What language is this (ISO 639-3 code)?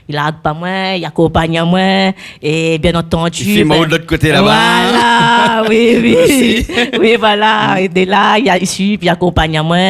rcf